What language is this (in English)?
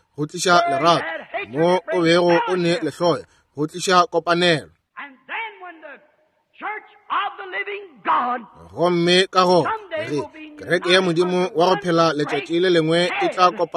Northern Sotho